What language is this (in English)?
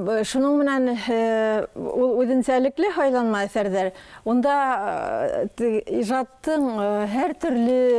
Bashkir